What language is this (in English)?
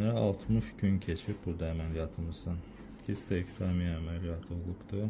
Azerbaijani